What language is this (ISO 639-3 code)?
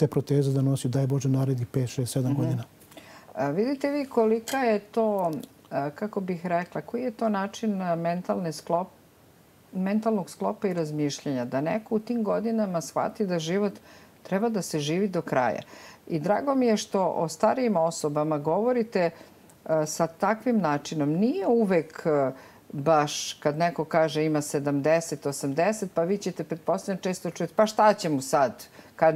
srp